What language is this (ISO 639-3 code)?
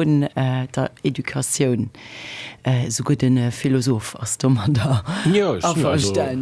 ltz